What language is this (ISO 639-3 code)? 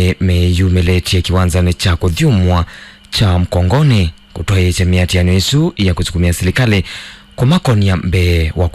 kam